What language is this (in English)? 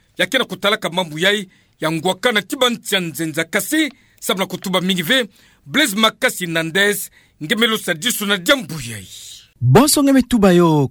Kituba (Democratic Republic of Congo)